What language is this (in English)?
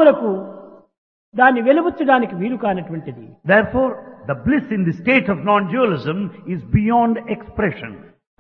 Telugu